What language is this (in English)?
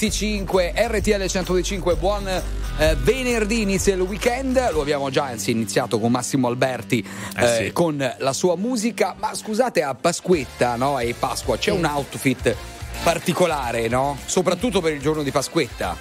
Italian